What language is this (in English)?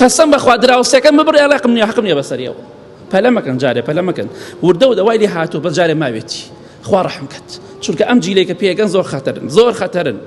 Central Kurdish